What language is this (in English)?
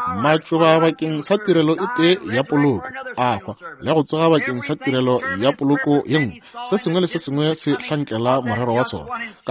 Northern Sotho